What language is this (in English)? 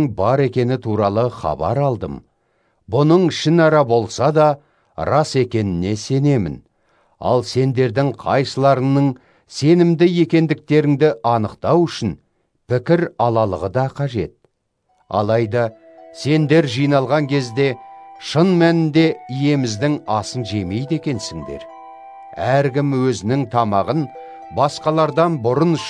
Kazakh